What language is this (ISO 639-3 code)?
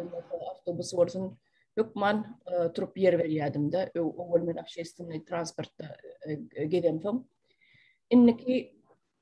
tuk